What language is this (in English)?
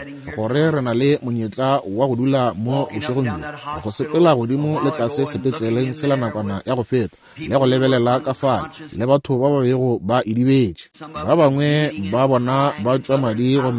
Northern Sotho